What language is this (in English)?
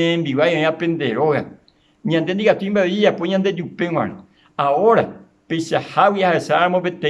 Guarani